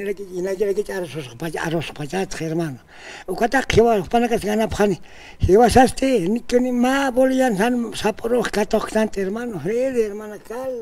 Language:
Aymara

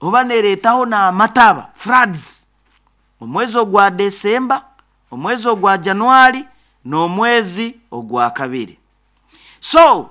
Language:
Nyoro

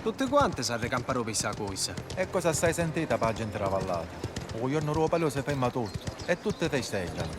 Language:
Sicilian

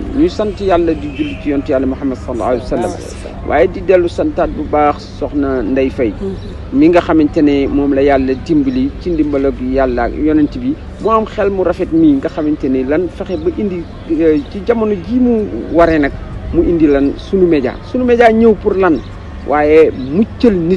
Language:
Wolof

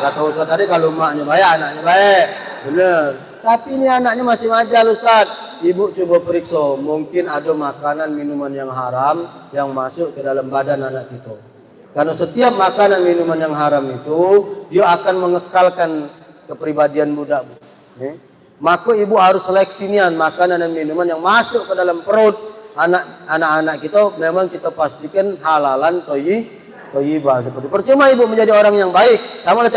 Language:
Musi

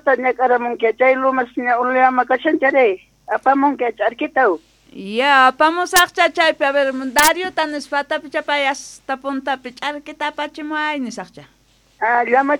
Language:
South Bolivian Quechua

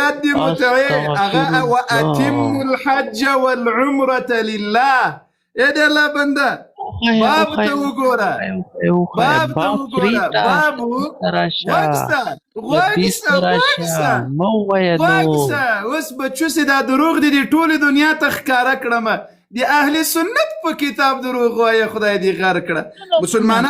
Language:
Pashto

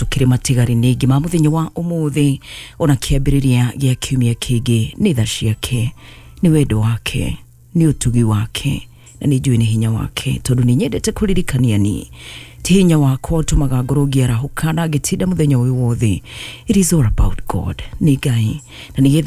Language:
Kikuyu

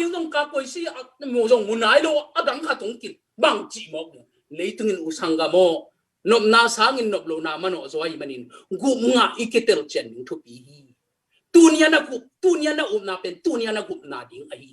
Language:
Tedim Chin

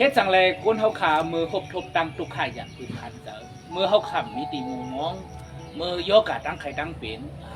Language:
Shan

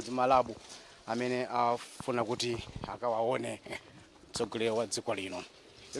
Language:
Nyanja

